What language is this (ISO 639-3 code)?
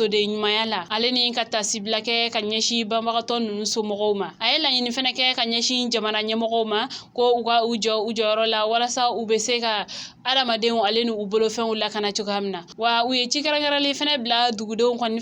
bam